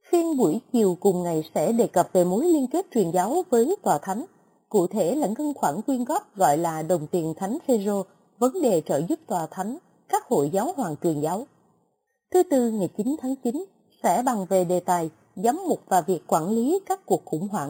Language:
Vietnamese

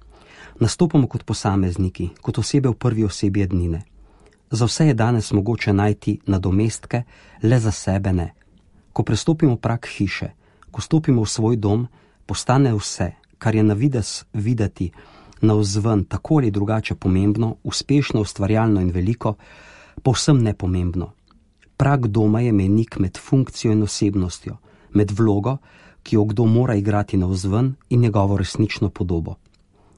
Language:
Slovenian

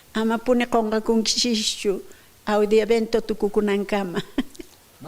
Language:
South Bolivian Quechua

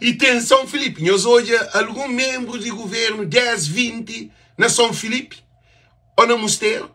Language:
Kabuverdianu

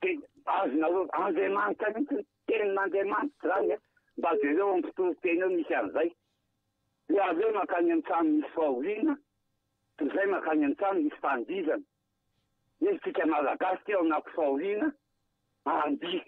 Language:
Malagasy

